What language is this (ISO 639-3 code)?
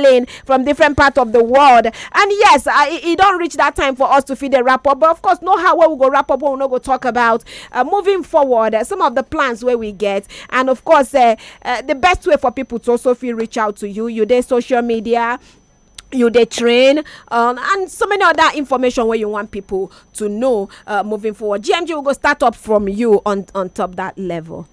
pcm